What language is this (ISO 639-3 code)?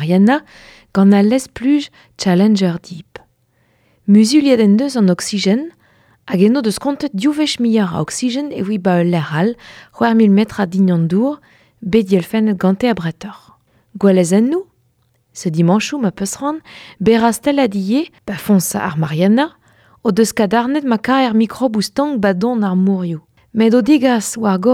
bre